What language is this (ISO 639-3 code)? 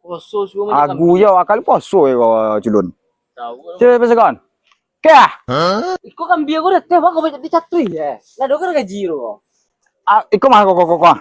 min